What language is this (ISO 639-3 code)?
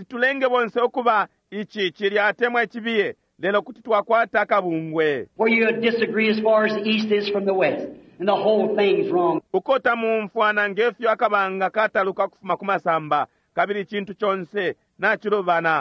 bem